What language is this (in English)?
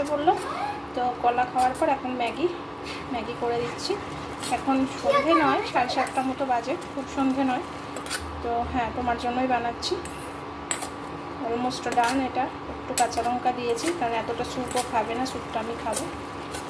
Bangla